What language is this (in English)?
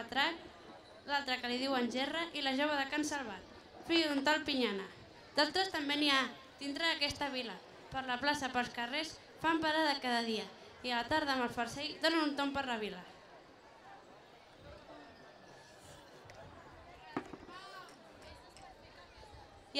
Catalan